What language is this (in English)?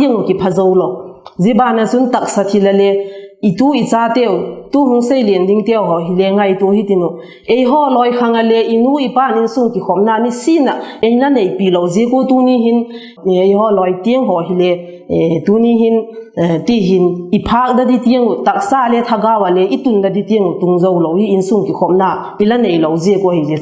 Vaiphei